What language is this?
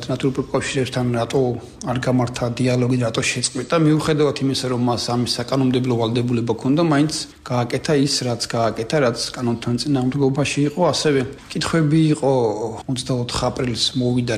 Georgian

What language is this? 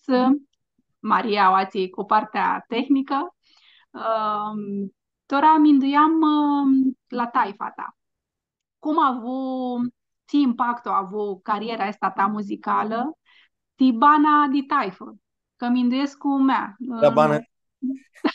Aromanian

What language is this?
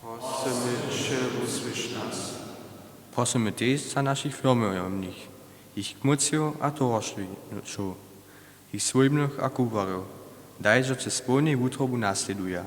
Upper Sorbian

